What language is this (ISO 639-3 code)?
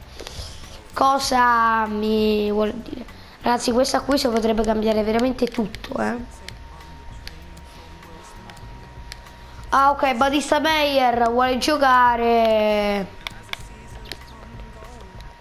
ita